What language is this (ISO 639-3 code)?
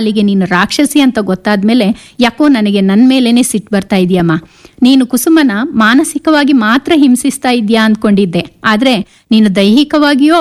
kan